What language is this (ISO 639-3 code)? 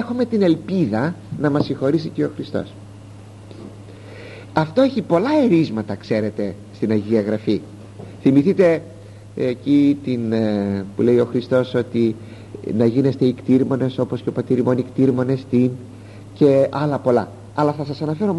ell